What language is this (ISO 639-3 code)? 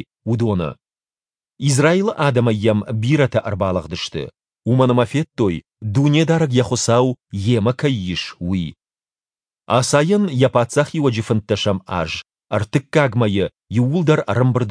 oss